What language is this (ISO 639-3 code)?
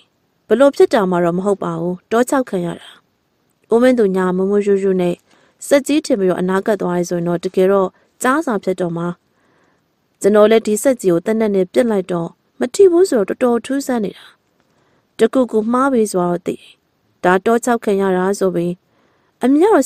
mya